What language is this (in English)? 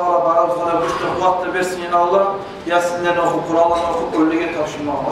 Kumyk